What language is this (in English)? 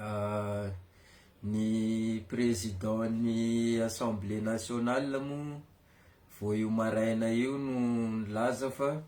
Malagasy